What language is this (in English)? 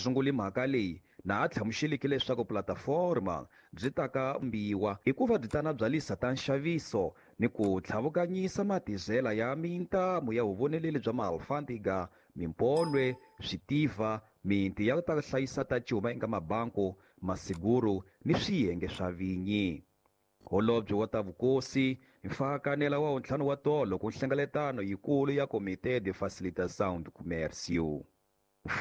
Tsonga